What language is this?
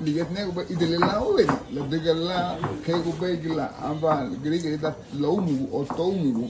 Garifuna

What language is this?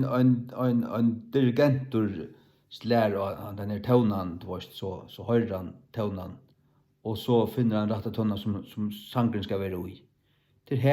Faroese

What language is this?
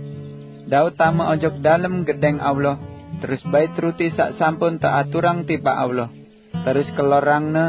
Sasak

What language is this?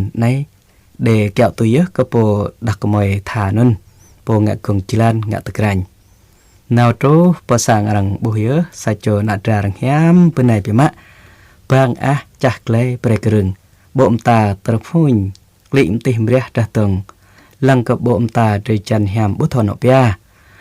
Jarai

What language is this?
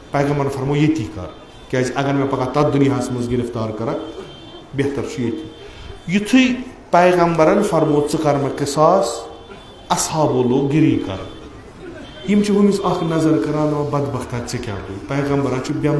Kashmiri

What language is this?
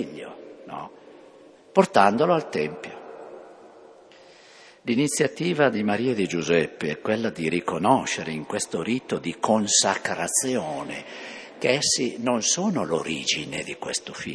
Italian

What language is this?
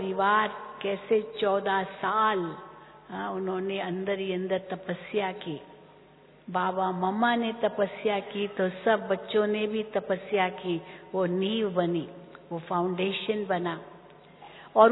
Hindi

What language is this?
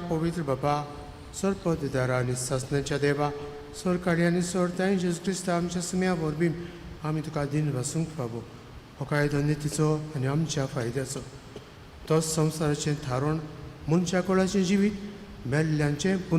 Konkani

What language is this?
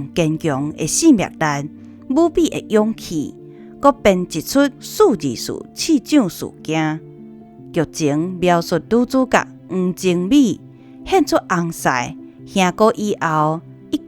Min Nan Chinese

